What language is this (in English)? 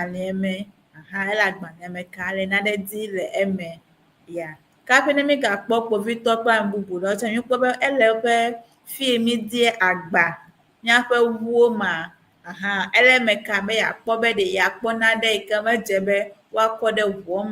Ewe